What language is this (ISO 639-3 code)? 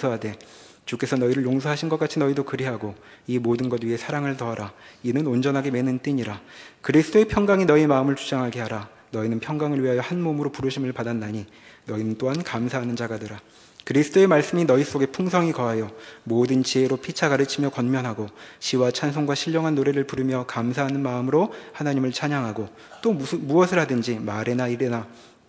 kor